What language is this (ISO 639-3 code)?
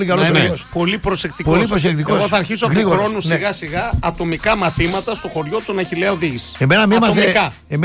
ell